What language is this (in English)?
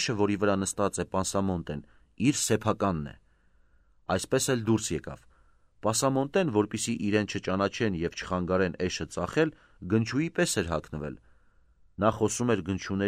Armenian